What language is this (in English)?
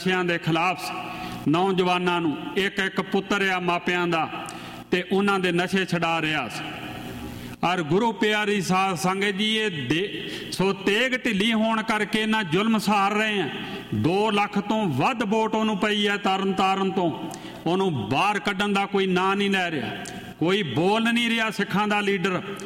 Punjabi